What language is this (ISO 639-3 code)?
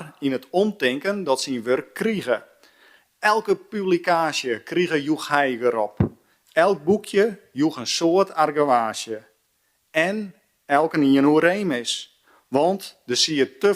fry